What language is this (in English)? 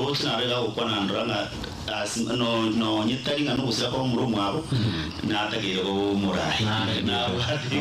Gusii